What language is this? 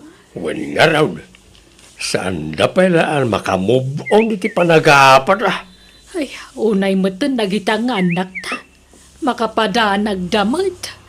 Iloko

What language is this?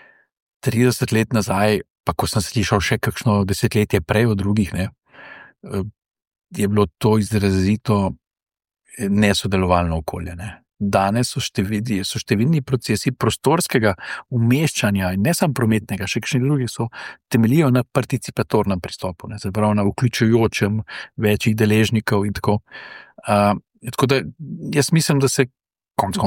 Slovenian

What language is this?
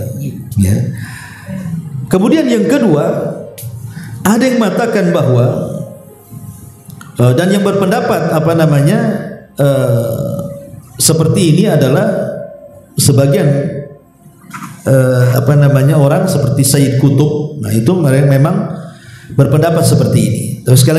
Indonesian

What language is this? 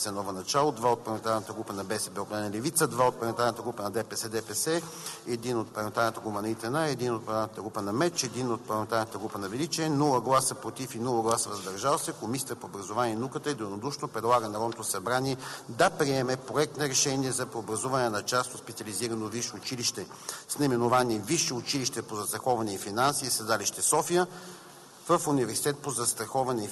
Bulgarian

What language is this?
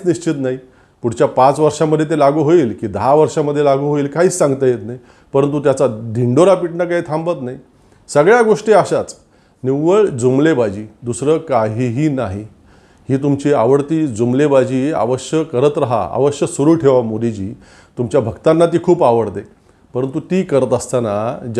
Marathi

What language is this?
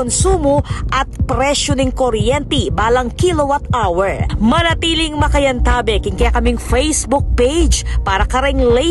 Pampanga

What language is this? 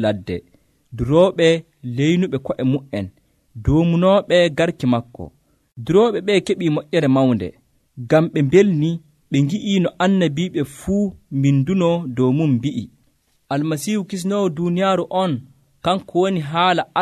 Nigerian Fulfulde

